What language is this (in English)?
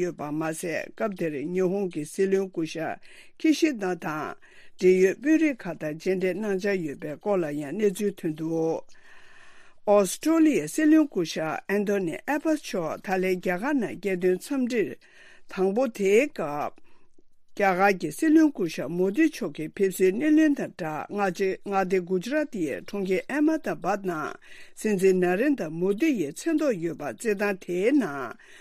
Tibetan